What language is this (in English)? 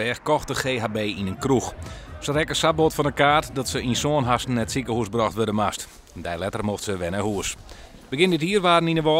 Western Frisian